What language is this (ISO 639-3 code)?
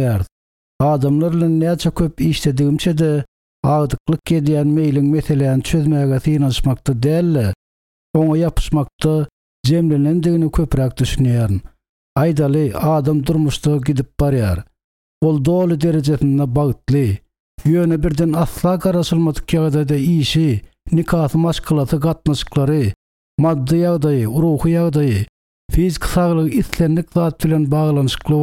tuk